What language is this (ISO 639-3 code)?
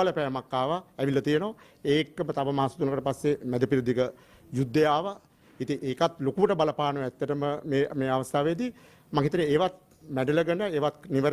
sin